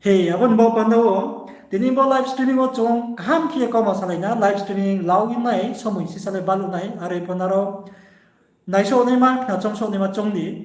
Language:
Riang (India)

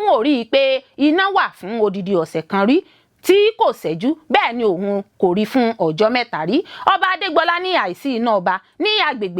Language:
Yoruba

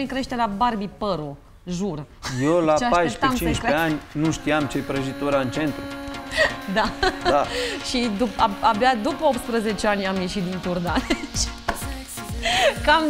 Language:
Romanian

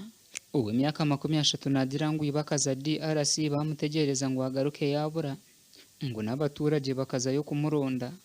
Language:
Nyankole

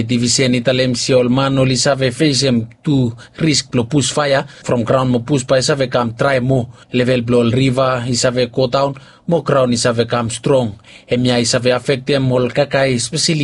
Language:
Bislama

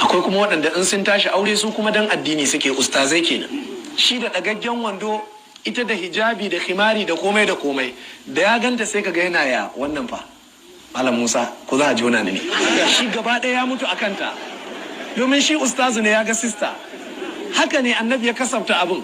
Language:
Hausa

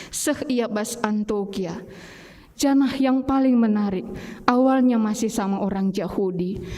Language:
Batak Karo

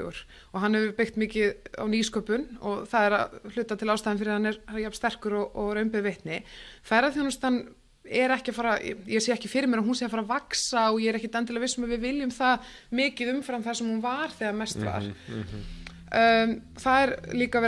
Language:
Icelandic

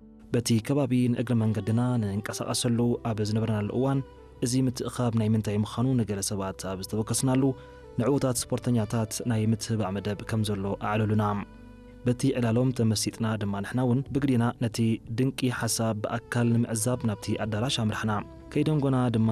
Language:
Tigrinya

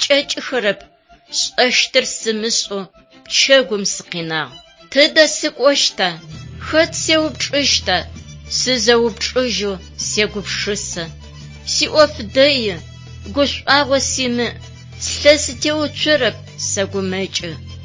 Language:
Adyghe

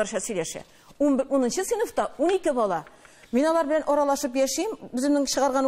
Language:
Tatar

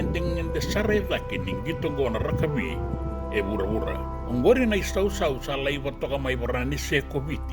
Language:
Fijian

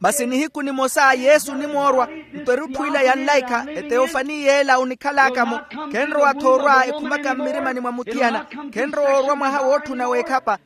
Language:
Makhuwa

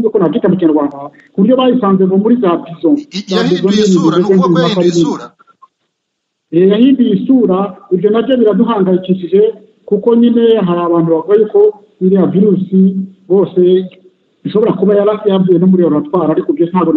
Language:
Kinyarwanda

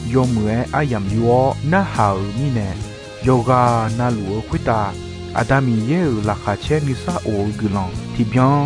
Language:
Akha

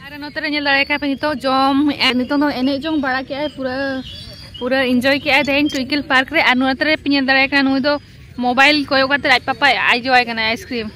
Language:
Santali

